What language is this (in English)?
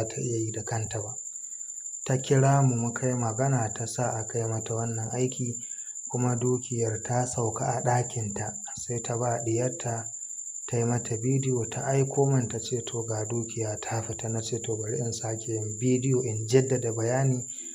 Hausa